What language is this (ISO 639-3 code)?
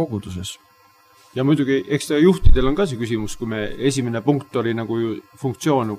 est